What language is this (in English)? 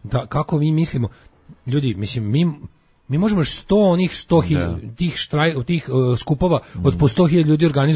Serbian